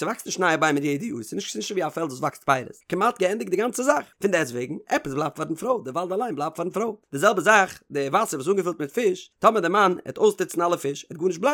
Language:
Yiddish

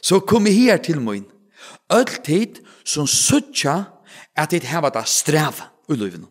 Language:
Faroese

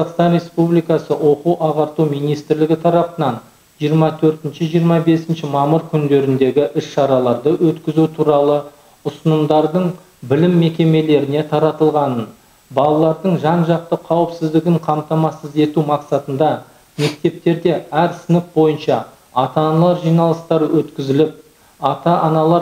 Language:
Kazakh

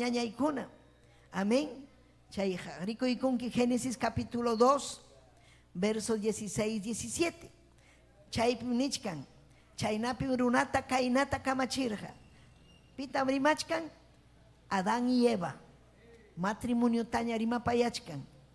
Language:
Ayacucho Quechua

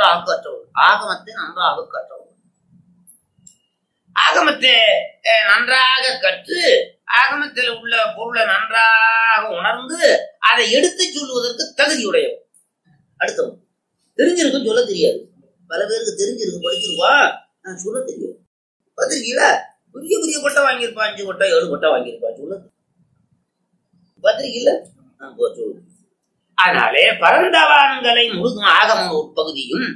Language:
Tamil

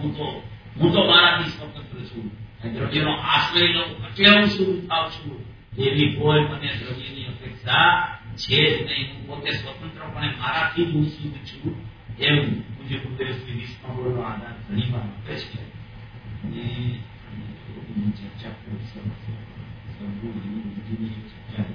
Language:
Gujarati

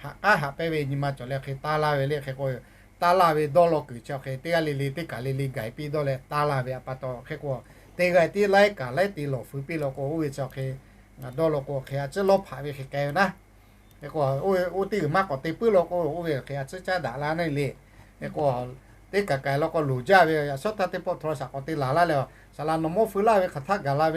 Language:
Lahu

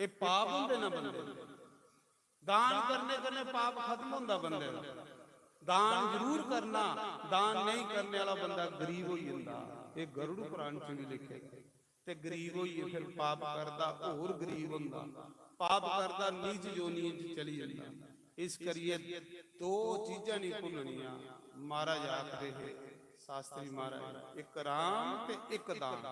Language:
Dogri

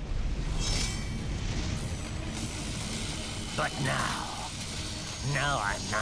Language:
Polish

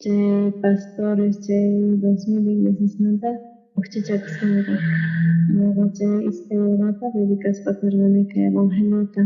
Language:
South Bolivian Quechua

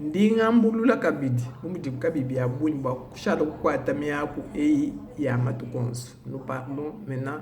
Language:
Luba-Lulua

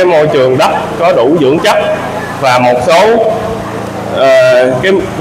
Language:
Vietnamese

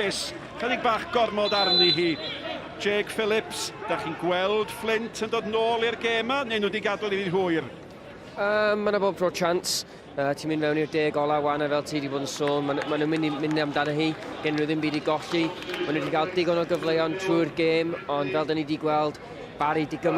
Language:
Welsh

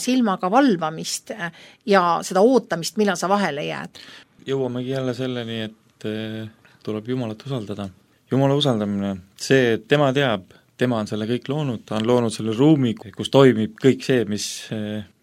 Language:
Estonian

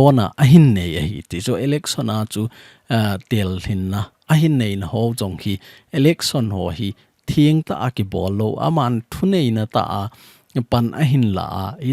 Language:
Thado Chin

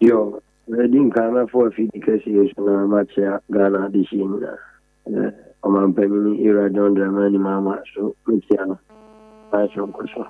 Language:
Akan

